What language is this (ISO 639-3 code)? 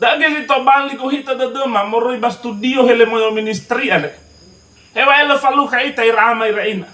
nia